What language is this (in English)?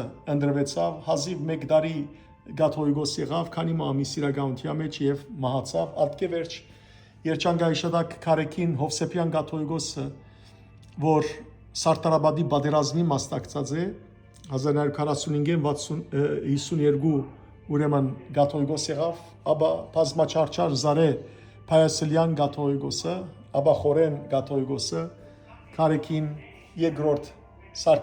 Western Armenian